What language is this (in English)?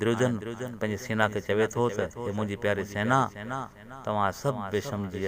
Sindhi